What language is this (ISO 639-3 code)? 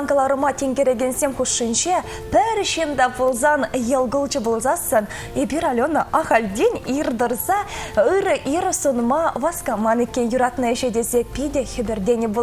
chv